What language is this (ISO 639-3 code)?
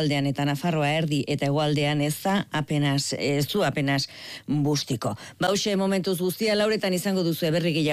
eus